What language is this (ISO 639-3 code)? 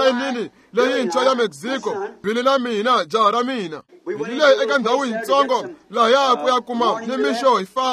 tso